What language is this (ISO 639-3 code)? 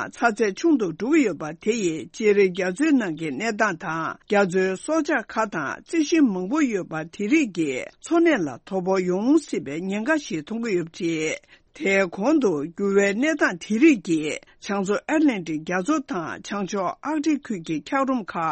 bod